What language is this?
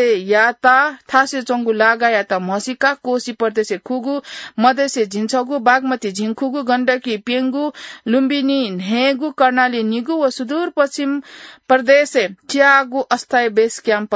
Newari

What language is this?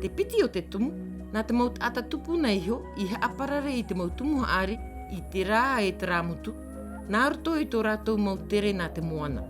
Tahitian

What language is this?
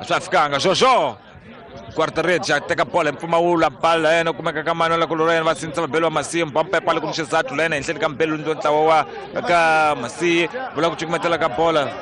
Tsonga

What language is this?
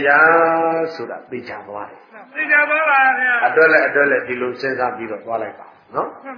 Burmese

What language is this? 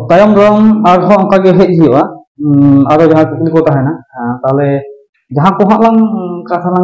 Santali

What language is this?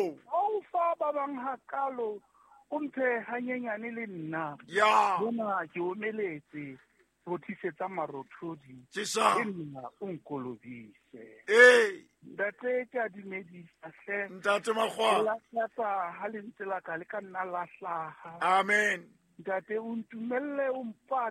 Southern Sotho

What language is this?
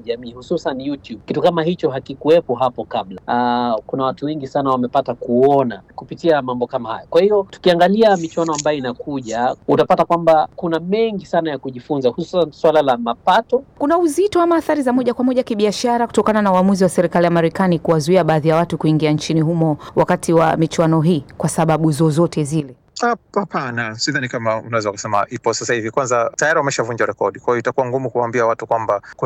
Swahili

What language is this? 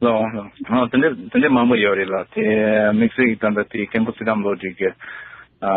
Tibetan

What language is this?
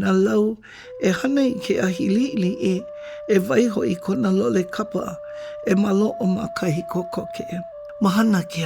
Hawaiian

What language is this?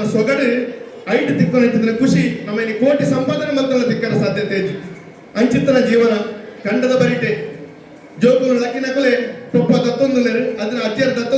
Tulu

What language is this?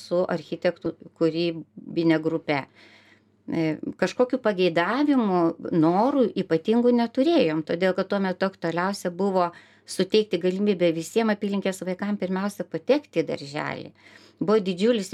Lithuanian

